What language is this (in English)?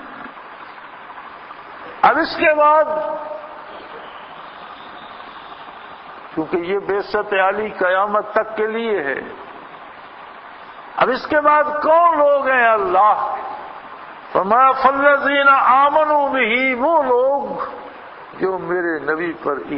Urdu